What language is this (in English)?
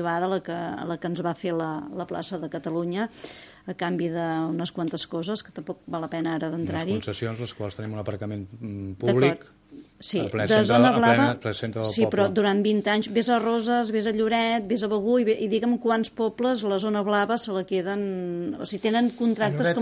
Catalan